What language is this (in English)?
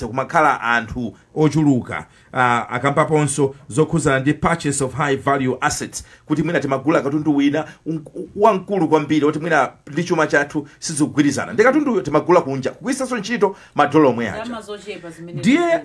Nyanja